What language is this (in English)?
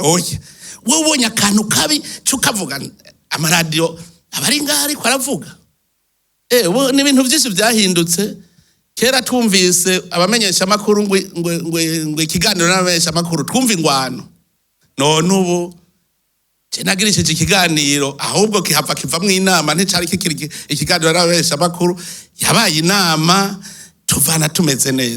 Rundi